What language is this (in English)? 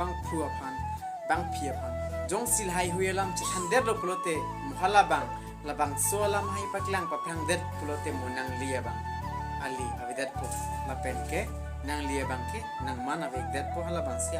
Karbi